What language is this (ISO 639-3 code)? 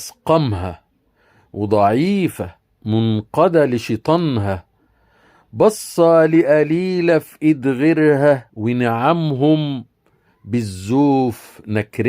arz